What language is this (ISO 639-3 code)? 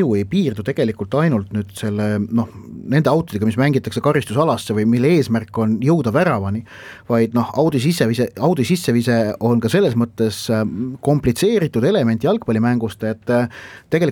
est